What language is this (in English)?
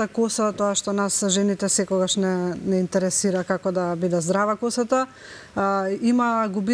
Macedonian